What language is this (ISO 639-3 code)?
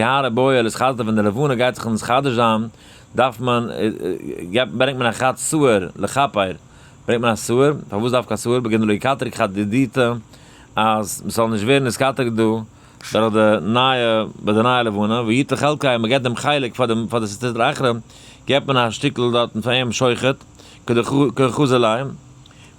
yid